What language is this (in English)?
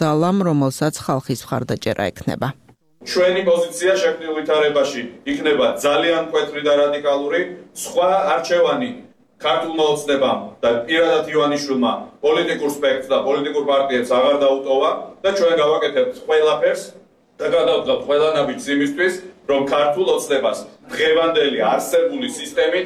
Georgian